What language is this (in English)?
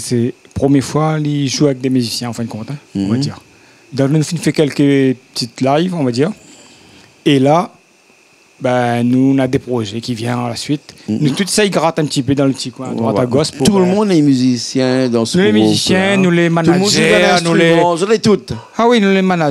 Réunion Creole French